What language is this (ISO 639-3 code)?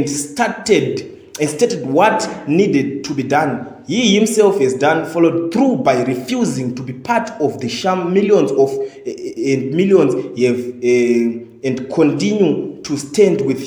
sna